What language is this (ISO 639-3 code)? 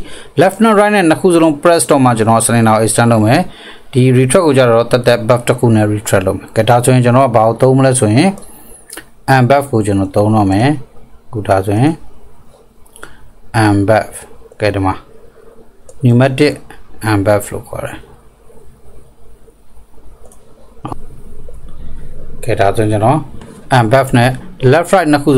mya